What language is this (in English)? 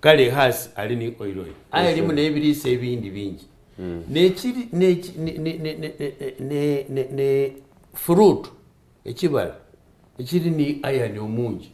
Soga